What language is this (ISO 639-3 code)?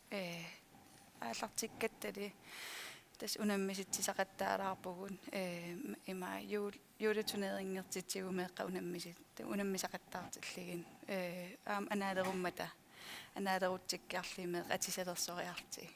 kal